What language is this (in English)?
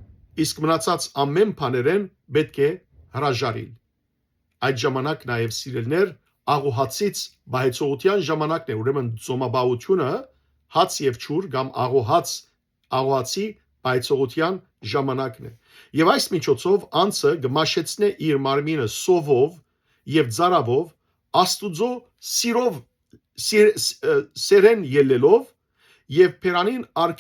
Western Armenian